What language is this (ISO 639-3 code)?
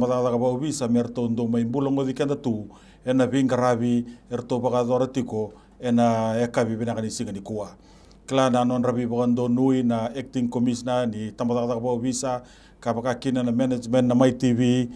fij